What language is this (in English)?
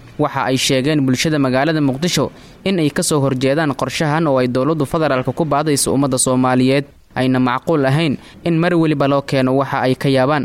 Somali